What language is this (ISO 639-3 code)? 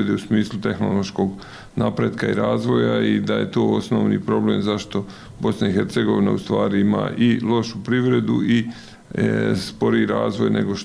bos